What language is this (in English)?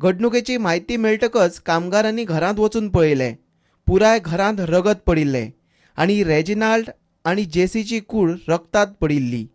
Konkani